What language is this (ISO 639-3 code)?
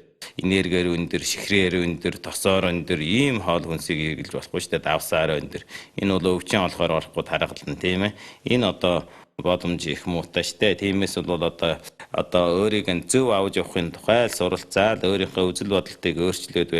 mon